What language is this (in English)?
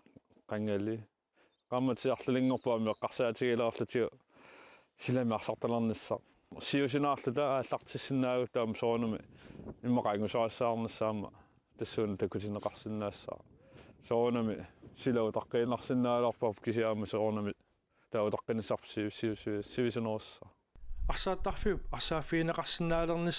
Kalaallisut